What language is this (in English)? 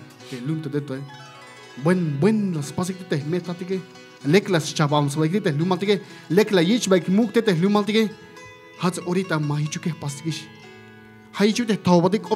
Tzeltal